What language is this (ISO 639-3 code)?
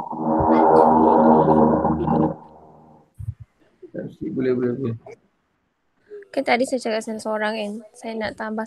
msa